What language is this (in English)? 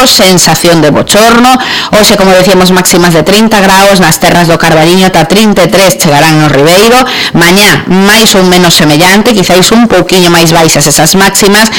Galician